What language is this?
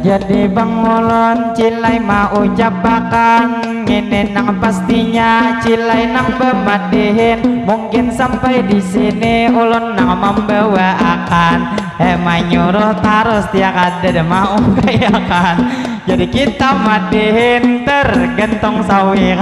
Banjar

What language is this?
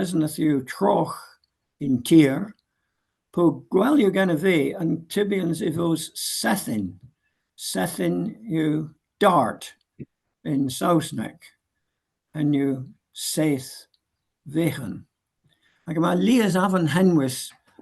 Cornish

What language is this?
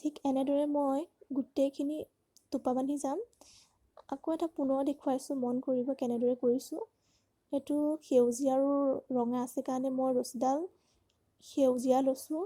Assamese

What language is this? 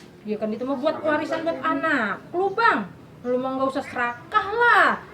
Betawi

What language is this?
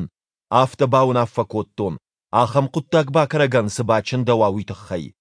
Ossetic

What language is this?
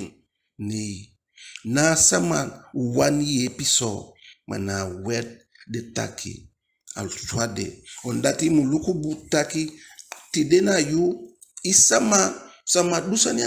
Eastern Maroon Creole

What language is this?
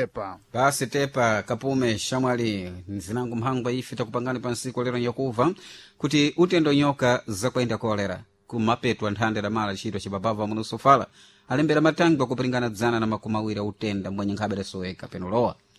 Sena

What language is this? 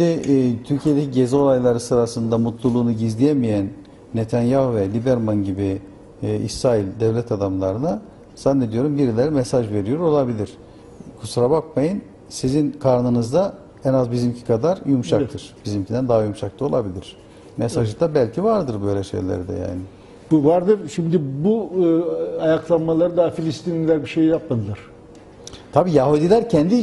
Turkish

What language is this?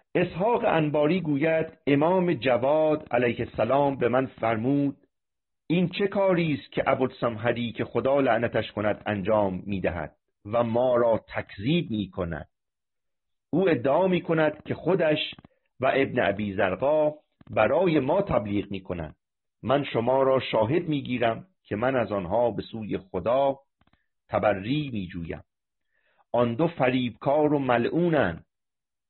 Persian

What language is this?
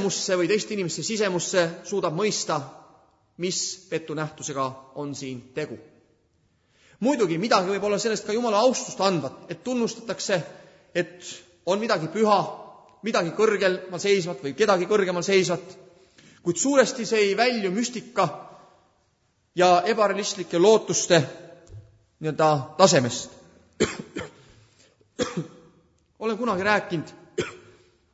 Estonian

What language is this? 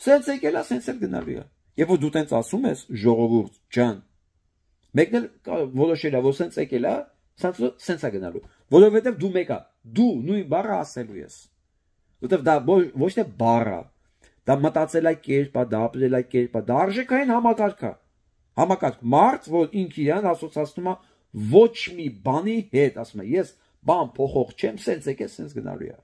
Armenian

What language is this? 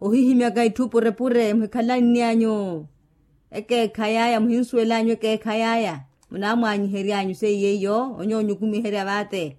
Makhuwa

